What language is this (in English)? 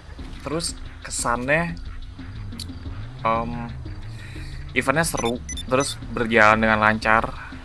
Indonesian